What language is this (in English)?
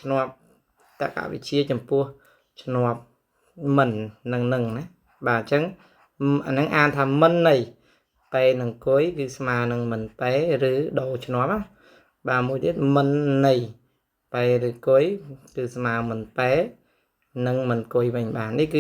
Khmer